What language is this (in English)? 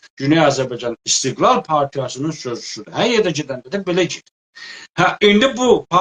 South Azerbaijani